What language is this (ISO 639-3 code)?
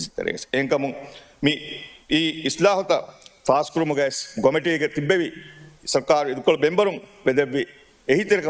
div